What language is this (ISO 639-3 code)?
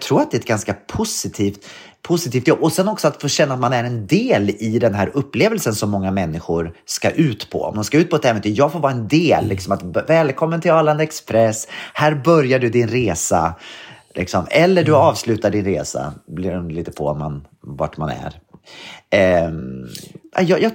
swe